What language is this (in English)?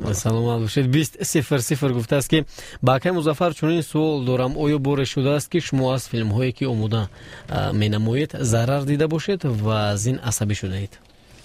Tajik